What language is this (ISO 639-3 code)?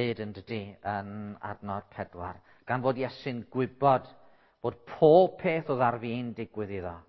cym